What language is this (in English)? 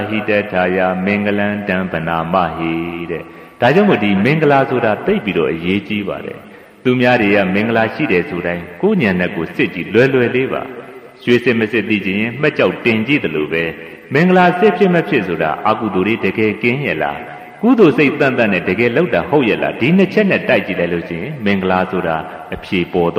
Burmese